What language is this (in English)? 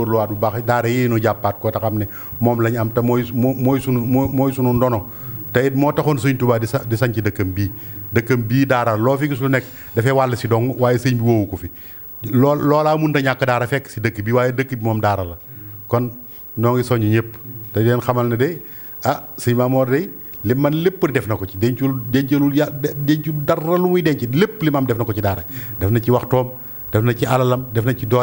Wolof